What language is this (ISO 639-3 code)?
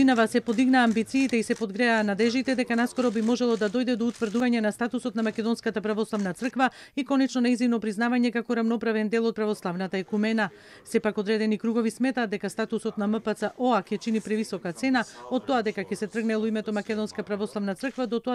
mkd